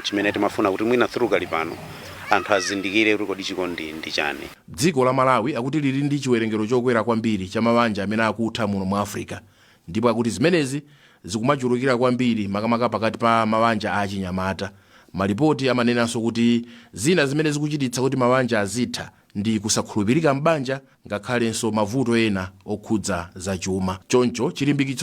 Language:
Nyanja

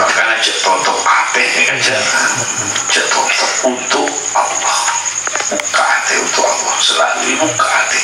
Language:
Madurese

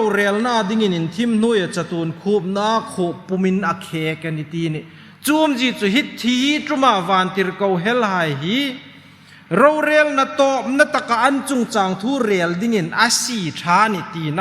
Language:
Hmar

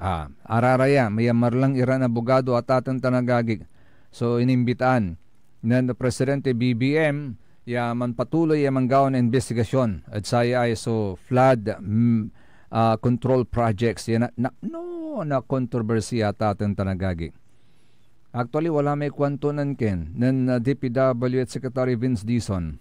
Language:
Pangasinan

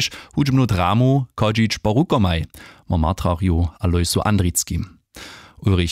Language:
Upper Sorbian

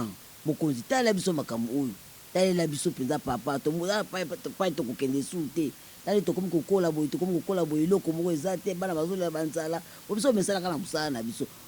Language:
Lingala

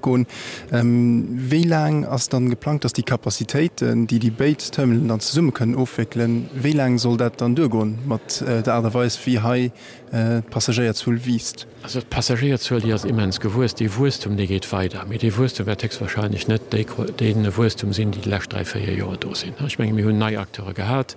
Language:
Luxembourgish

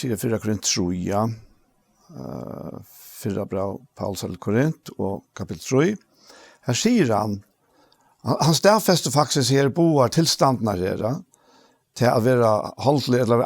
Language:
Faroese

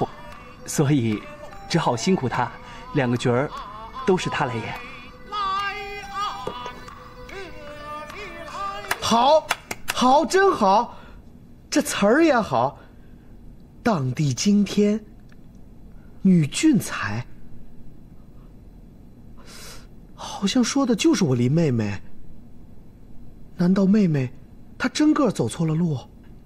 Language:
Chinese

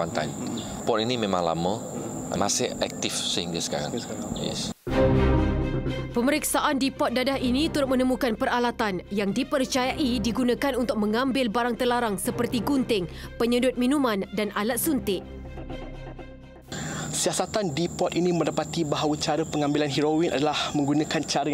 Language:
Malay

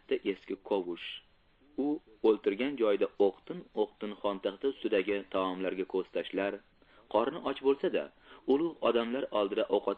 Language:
Uzbek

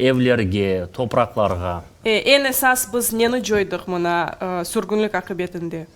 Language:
Crimean Tatar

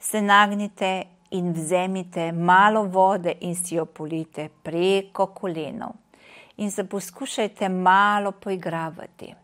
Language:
Slovenian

